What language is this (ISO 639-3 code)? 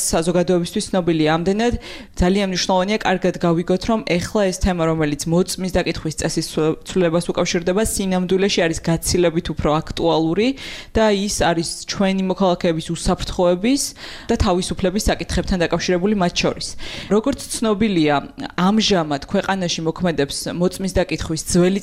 kat